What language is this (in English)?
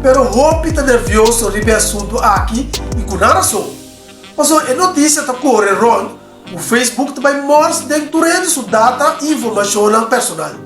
Papiamento